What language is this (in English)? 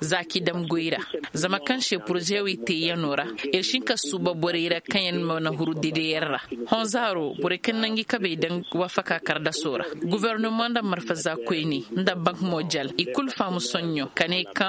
Koyraboro Senni